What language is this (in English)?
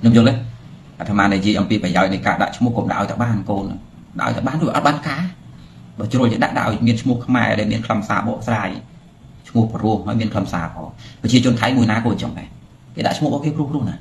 Khmer